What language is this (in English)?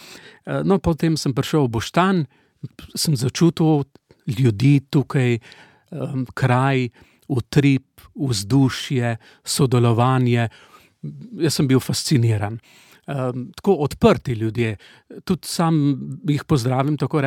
Slovenian